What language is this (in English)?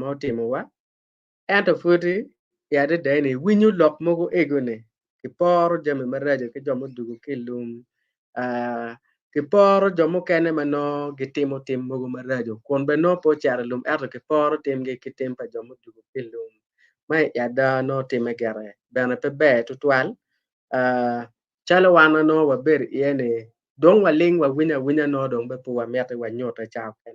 Acoli